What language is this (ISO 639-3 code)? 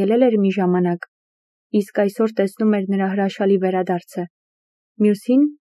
hye